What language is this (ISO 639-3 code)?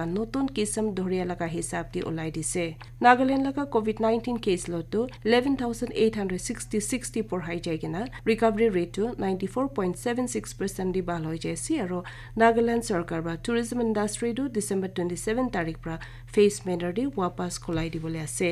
nag